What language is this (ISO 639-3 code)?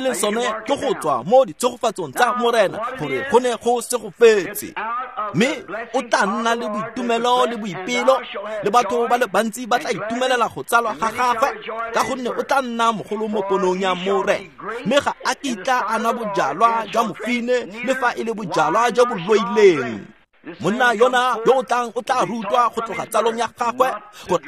tsn